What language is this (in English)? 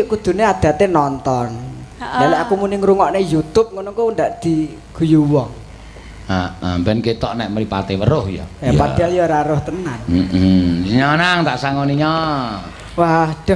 Javanese